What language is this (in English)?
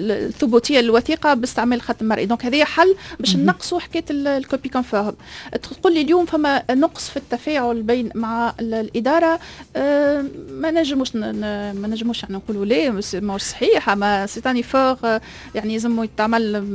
Tunisian Arabic